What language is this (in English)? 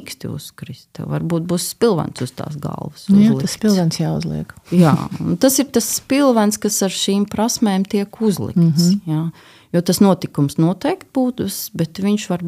Latvian